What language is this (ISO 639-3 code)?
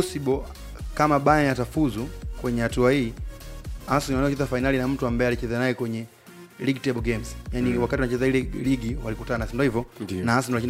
swa